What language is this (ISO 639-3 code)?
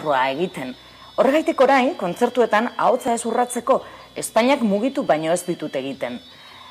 eus